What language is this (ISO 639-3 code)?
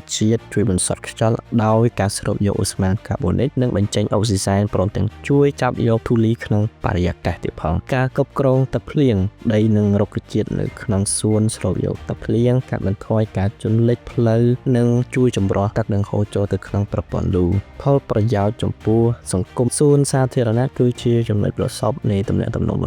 khm